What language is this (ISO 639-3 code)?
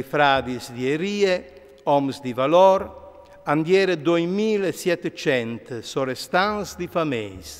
fur